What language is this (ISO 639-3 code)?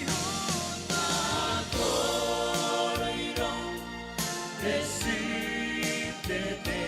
gil